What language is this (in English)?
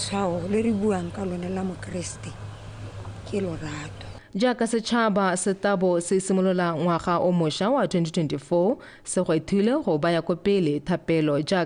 Tswana